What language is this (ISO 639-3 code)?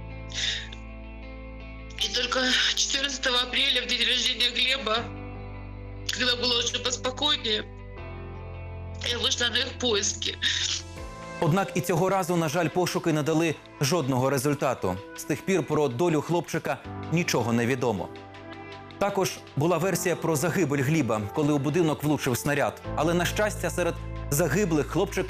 ukr